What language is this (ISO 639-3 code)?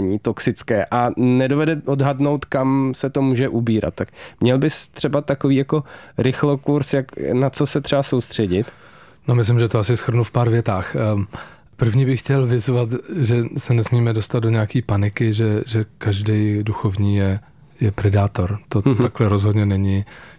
ces